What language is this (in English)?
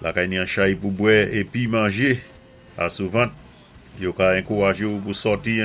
Saint Lucian Creole French